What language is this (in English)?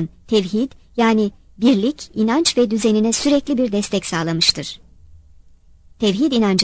Turkish